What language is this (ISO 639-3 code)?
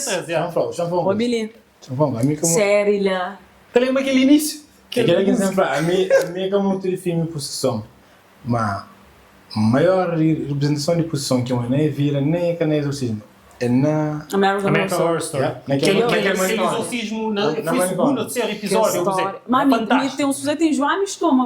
kea